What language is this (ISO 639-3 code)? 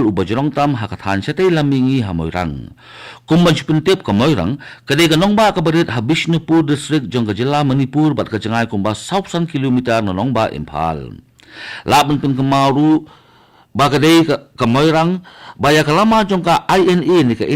kha